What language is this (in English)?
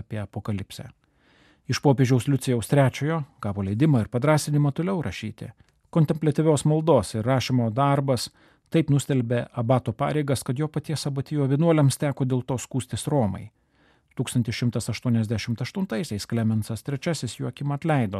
Lithuanian